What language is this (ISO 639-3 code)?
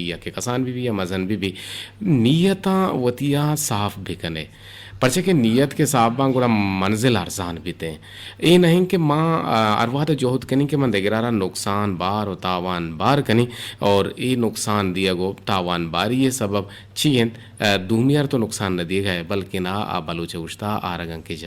bgp